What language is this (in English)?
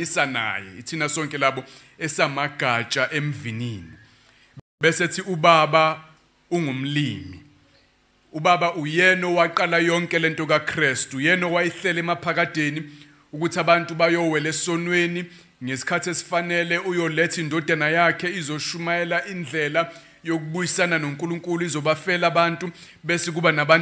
Zulu